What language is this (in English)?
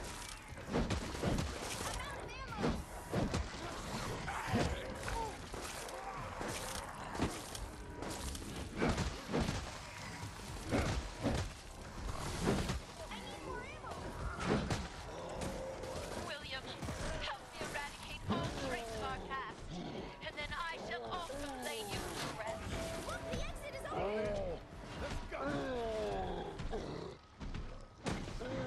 English